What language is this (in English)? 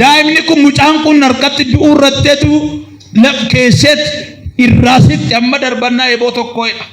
Oromo